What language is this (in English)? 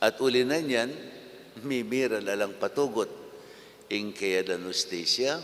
Pampanga